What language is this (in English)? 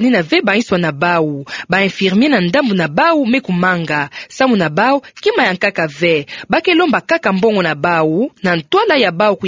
Kituba (Democratic Republic of Congo)